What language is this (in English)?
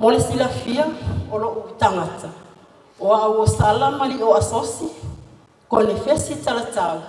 Samoan